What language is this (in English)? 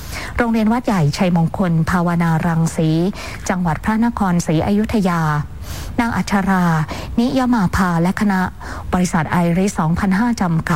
Thai